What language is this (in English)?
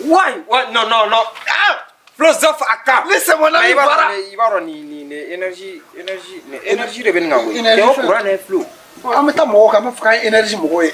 Bambara